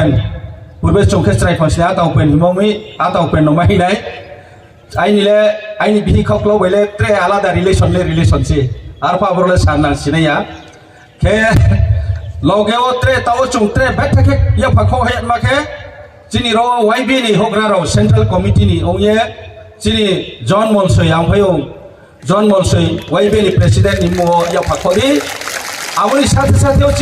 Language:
Riang (India)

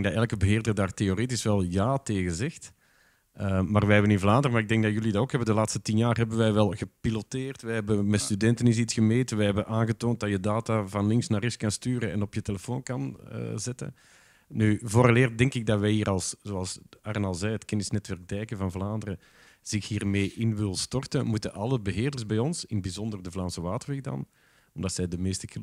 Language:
Dutch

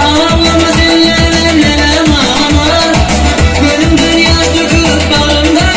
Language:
Turkmen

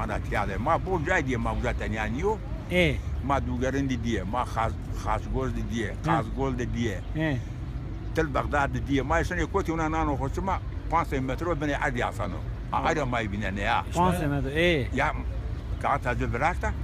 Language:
Zaza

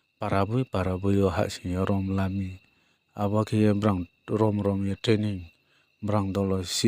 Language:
Riang (India)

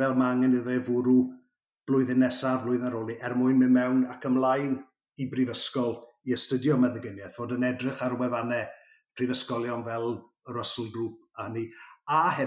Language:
Welsh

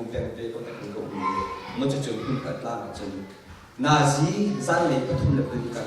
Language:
Hakha Chin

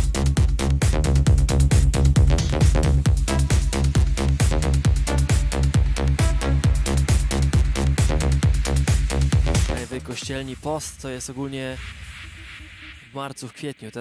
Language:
Polish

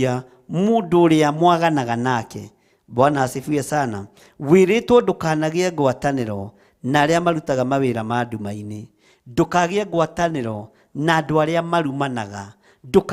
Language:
Kikuyu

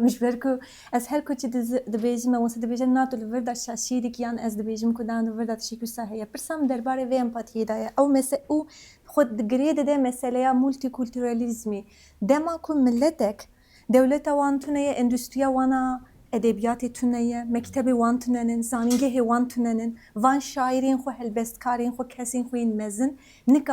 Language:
Kurdish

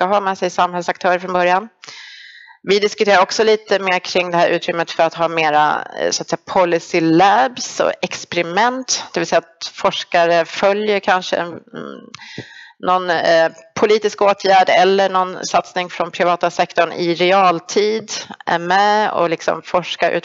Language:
Swedish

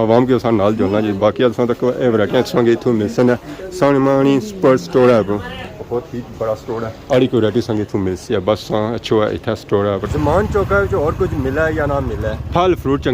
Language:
Pahari-Potwari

